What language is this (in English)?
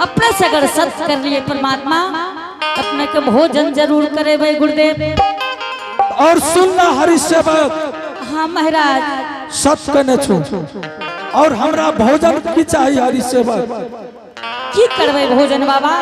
Angika